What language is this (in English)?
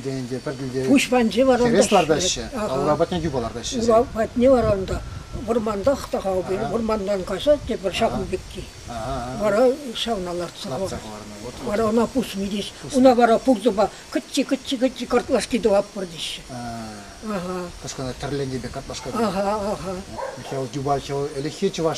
Chuvash